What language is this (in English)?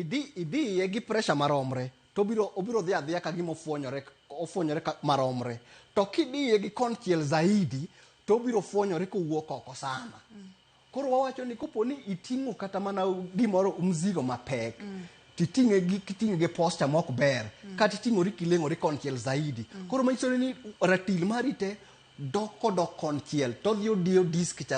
Luo (Kenya and Tanzania)